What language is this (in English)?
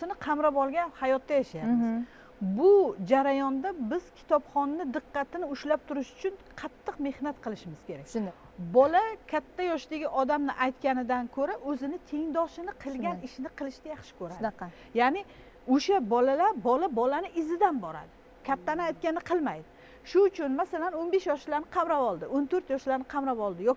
Uzbek